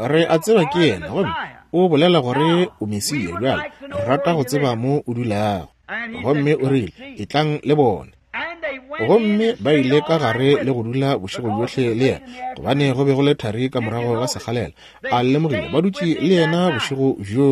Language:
Northern Sotho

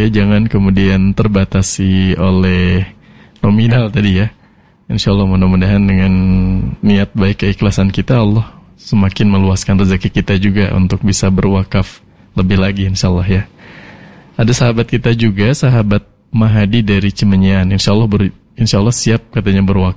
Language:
Indonesian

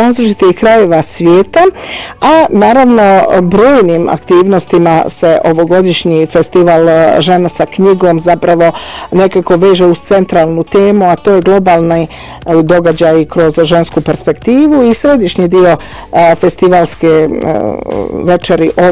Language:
Bosnian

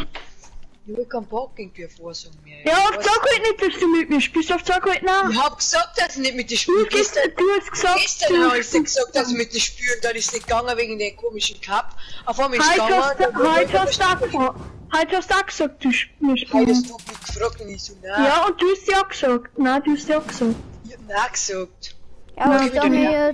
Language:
Bavarian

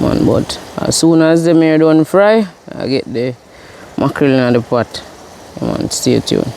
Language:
Jamaican Creole English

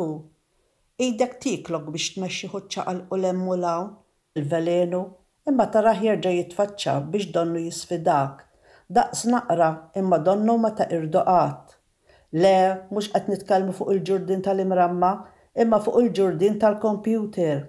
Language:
Maltese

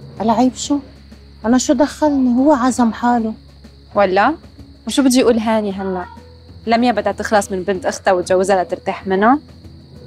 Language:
North Levantine Arabic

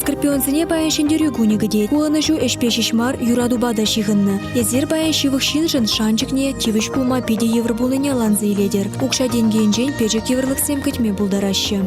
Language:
Chuvash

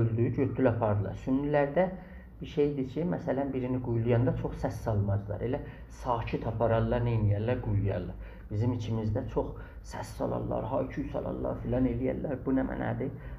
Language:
South Azerbaijani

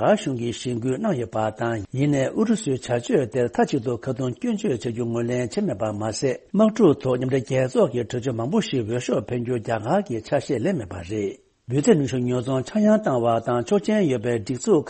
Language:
Tibetan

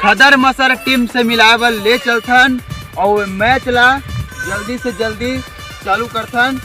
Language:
Chhattisgarhi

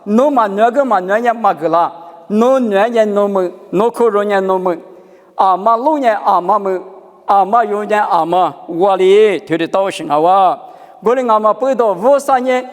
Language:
Lisu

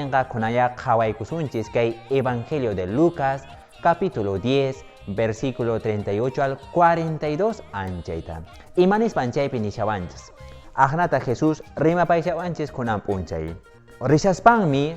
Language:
Quechua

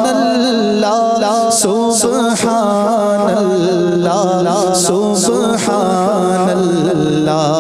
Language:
Urdu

